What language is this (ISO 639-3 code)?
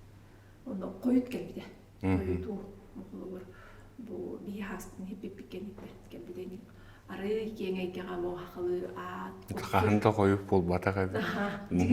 sah